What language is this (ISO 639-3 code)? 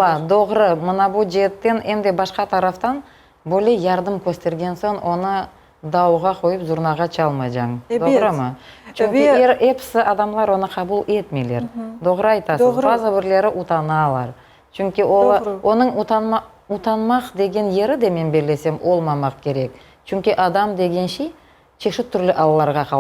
crh